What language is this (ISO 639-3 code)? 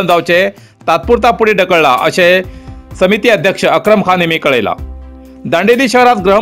kok